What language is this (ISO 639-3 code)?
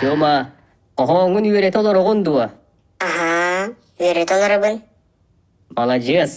sah